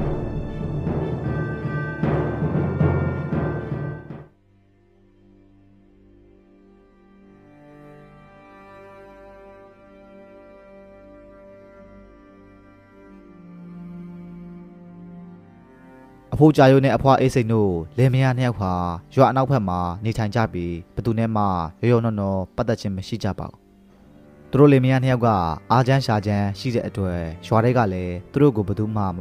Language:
Burmese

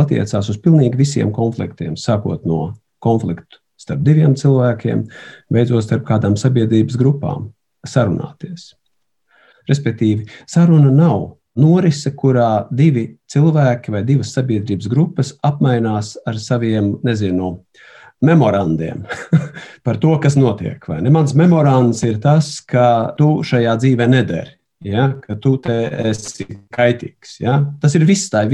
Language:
Latvian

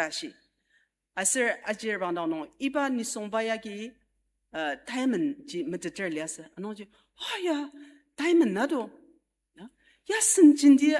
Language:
Ao Naga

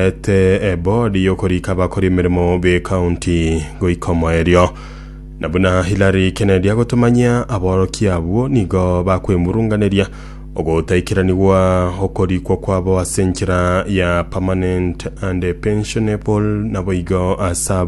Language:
Gusii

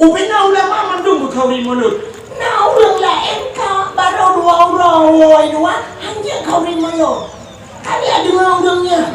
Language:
Achinese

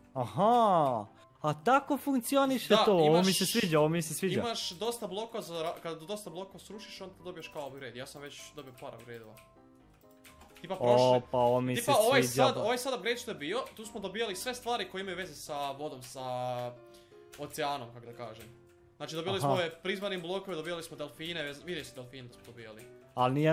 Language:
Croatian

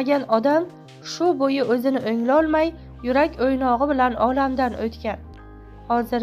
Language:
Uzbek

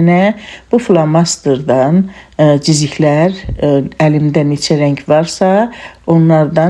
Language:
Azerbaijani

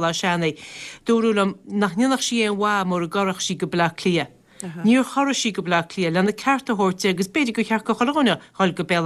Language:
Irish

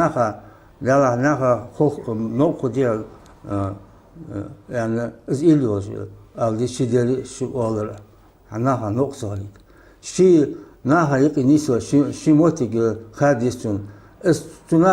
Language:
Ingush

